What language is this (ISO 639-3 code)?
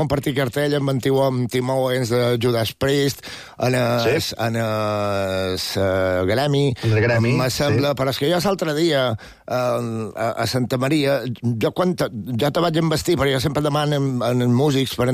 cat